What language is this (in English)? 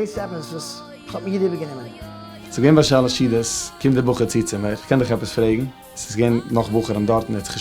Yiddish